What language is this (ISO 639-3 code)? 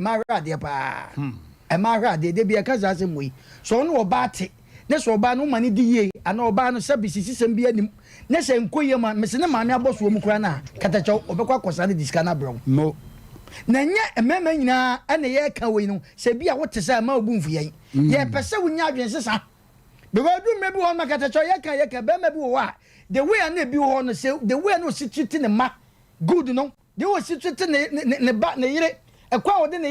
aka